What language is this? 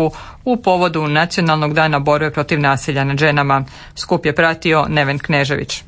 Croatian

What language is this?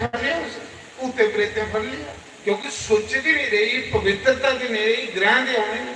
Dogri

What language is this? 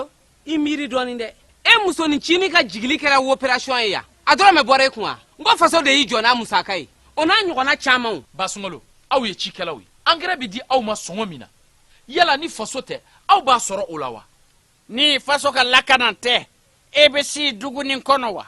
Bambara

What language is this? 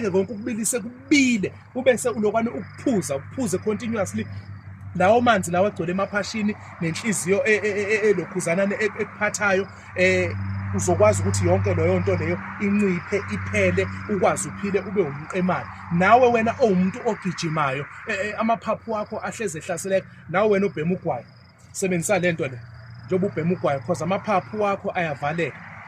Zulu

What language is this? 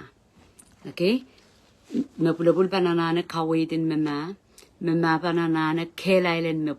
Pohnpeian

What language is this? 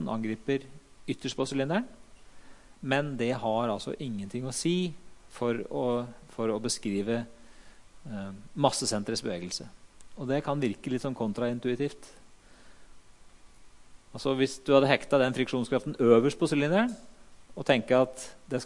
Norwegian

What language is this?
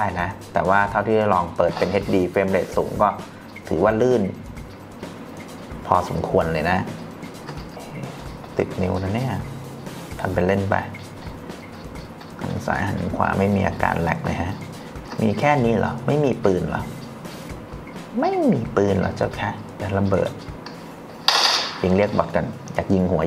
Thai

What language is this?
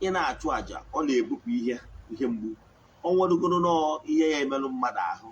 Igbo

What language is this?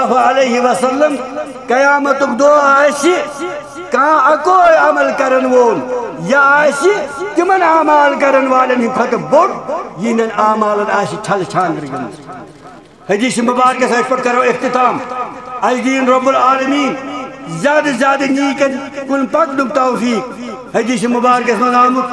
Kashmiri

